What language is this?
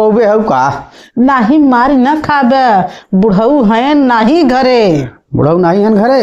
Bhojpuri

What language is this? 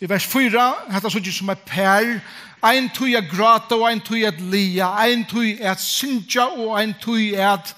Faroese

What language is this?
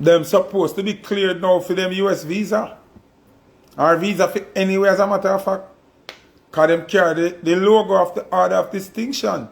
Jamaican Creole English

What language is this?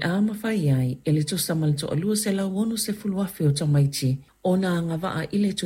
Samoan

